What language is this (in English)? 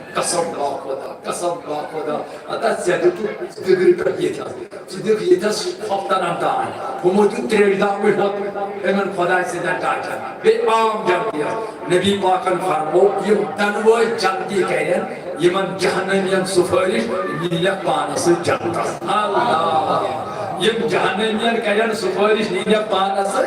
Kashmiri